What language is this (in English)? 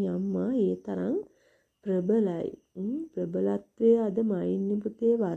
Sinhala